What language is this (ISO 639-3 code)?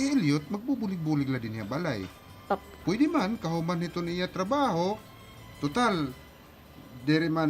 war